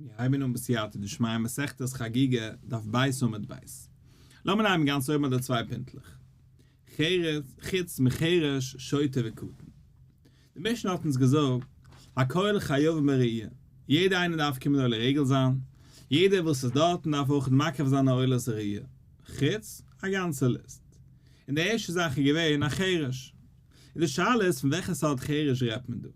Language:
Yiddish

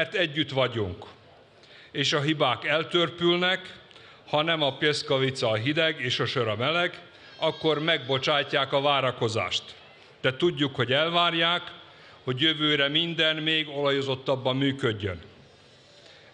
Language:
Hungarian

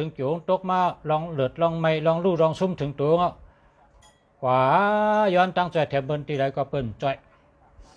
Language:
Shan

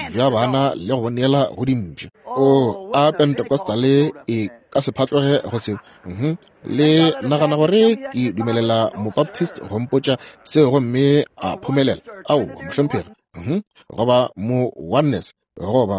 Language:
Northern Sotho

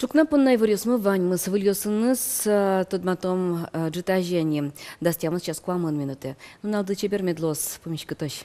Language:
Udmurt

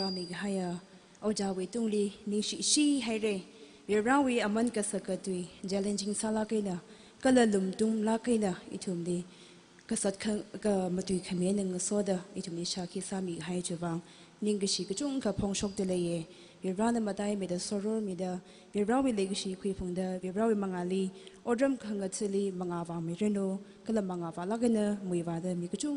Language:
Tangkhul Naga (India)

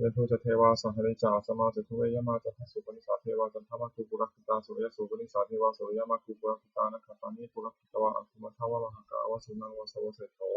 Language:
Pali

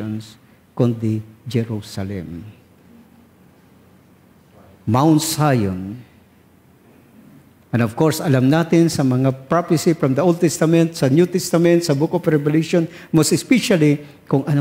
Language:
Filipino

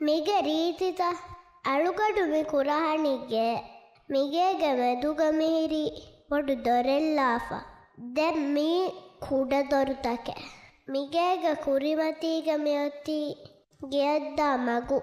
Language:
Divehi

